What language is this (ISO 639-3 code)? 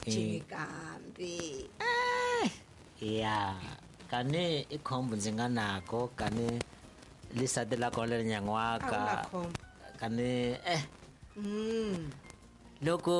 tso